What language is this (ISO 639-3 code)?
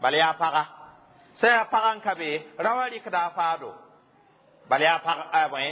mos